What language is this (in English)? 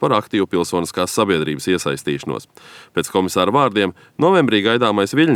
Latvian